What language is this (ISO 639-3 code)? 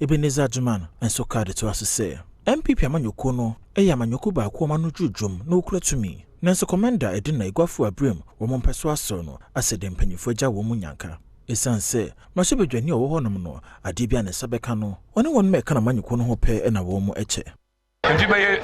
aka